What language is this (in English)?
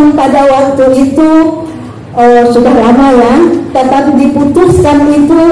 Batak Angkola